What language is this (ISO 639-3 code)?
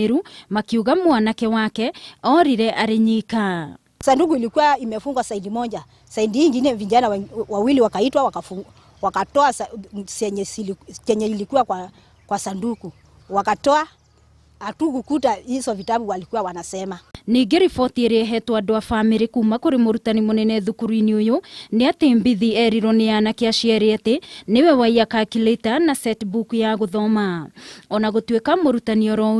kik